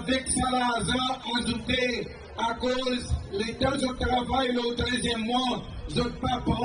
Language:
Seselwa Creole French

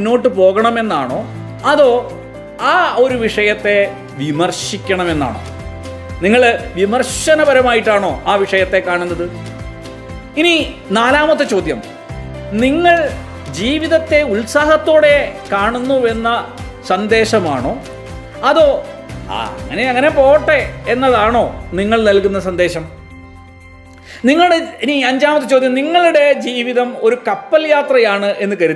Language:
Malayalam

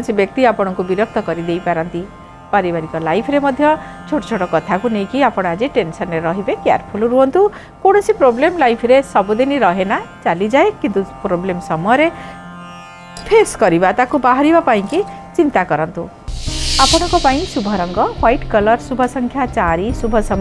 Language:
Odia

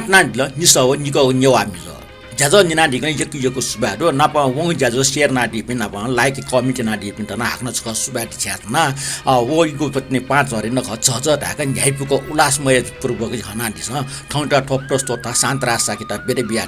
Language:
Newari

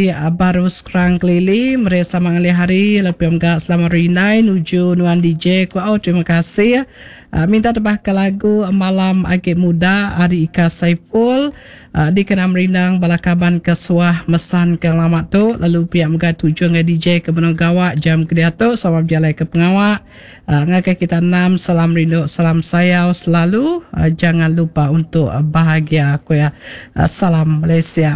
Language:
Iban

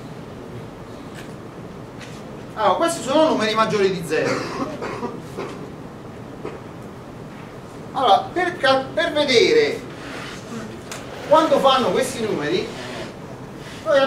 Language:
Italian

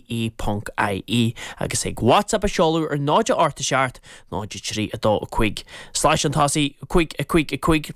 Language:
Irish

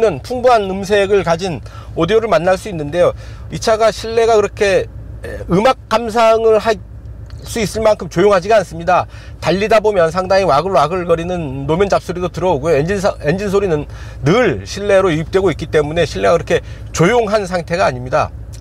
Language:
Korean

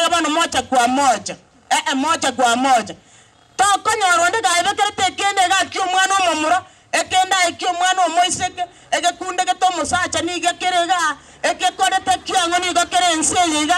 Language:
Gusii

